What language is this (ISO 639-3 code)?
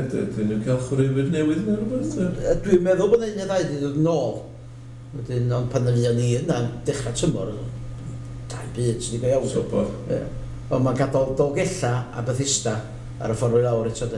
cym